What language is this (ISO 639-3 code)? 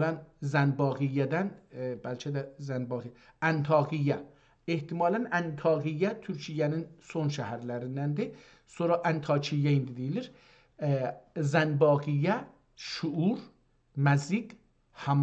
azb